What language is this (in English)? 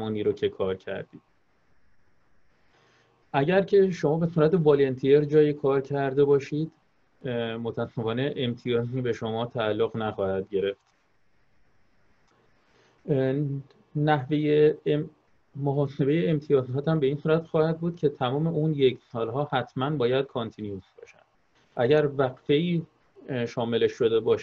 Persian